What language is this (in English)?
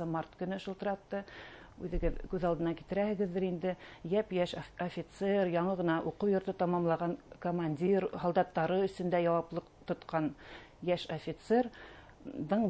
Bashkir